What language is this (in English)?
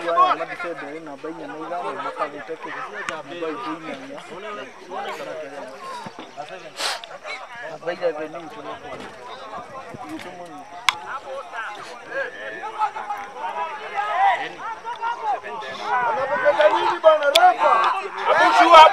Swahili